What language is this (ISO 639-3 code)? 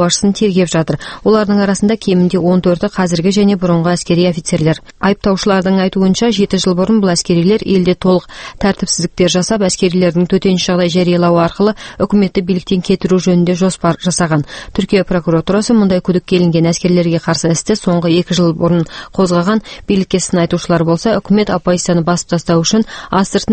kaz